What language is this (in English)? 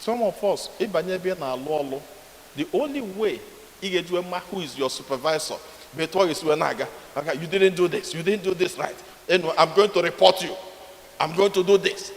Igbo